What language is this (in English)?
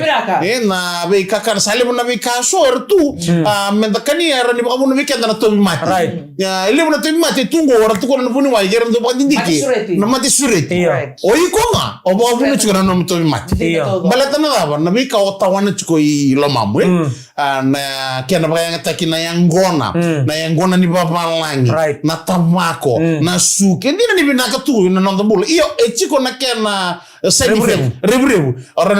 Fijian